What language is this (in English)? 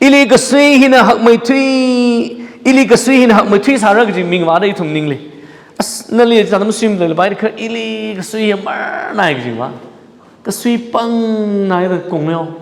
Tangkhul Naga (India)